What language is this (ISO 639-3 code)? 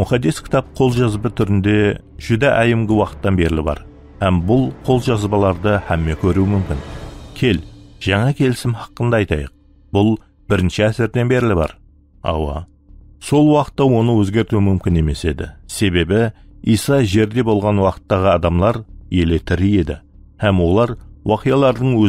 kaa